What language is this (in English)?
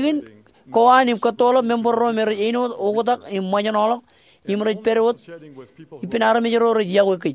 Marshallese